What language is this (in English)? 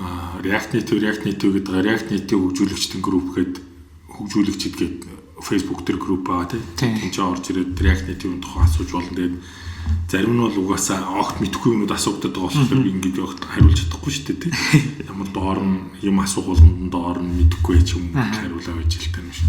Mongolian